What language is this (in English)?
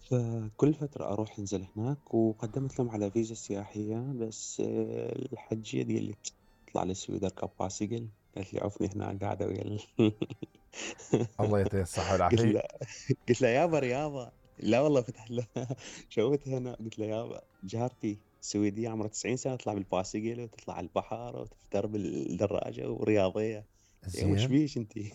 Mesopotamian Arabic